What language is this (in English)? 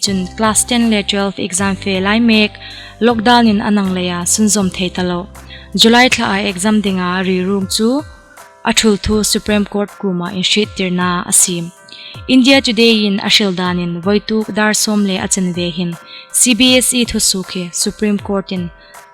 Hmar